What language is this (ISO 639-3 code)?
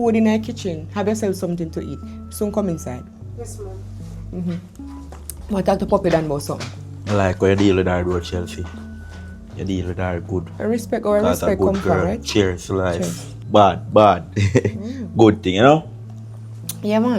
jam